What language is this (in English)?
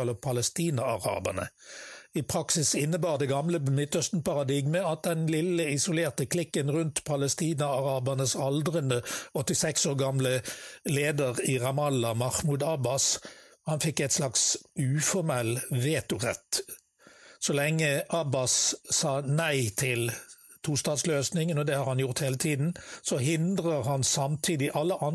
Norwegian